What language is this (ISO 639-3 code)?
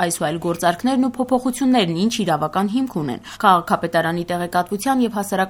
hye